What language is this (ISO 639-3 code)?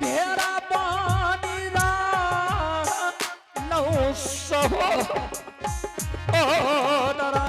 anp